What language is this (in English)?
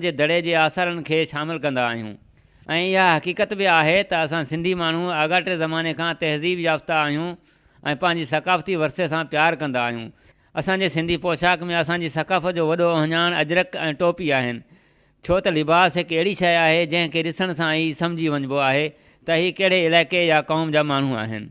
Sindhi